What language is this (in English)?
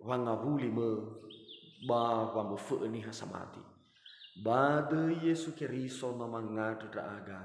Nias